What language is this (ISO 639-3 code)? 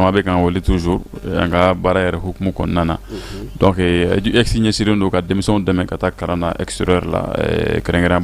bam